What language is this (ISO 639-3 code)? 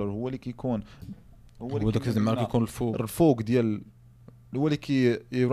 ary